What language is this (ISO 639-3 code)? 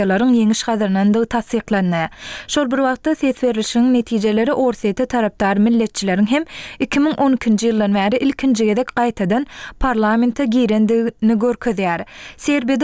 tuk